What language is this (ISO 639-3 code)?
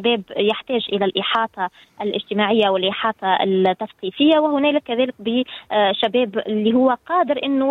aeb